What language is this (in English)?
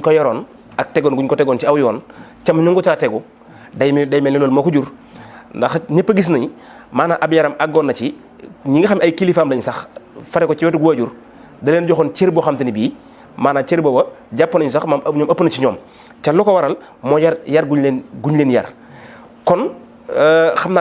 Wolof